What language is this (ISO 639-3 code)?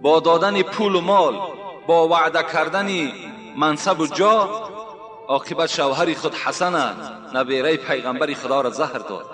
tgk